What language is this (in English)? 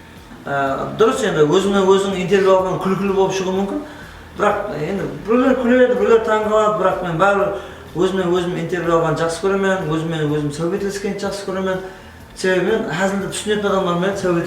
Kara-Kalpak